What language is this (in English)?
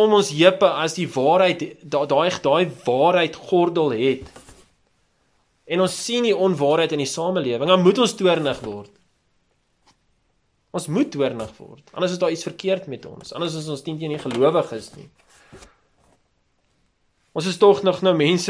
Afrikaans